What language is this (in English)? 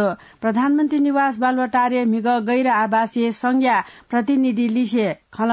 Newari